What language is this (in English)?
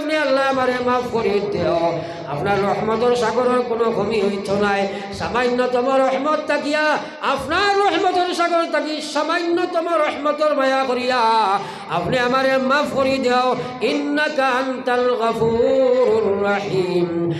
Sylheti